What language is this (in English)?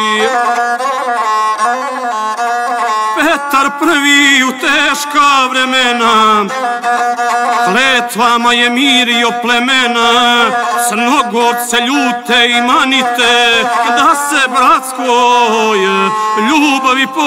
Serbian